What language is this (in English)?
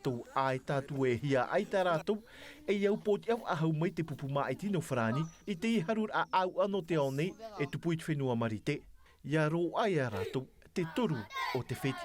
Tahitian